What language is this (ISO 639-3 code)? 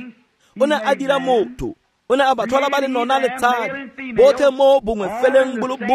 tsn